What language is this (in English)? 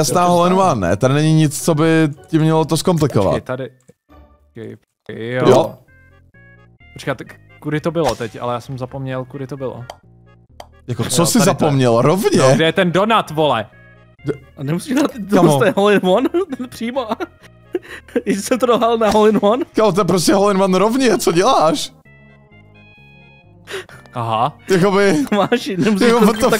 Czech